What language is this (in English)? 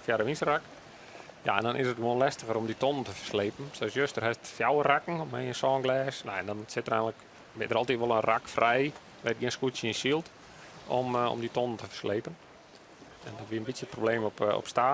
Western Frisian